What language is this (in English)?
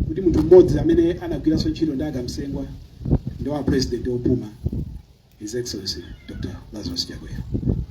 Nyanja